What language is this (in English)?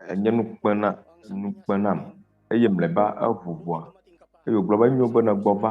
Ewe